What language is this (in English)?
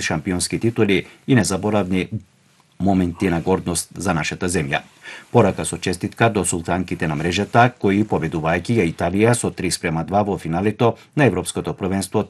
Macedonian